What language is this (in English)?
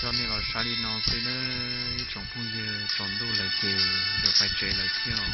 Hmong